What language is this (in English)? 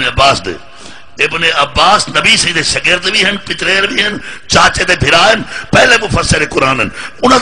Saraiki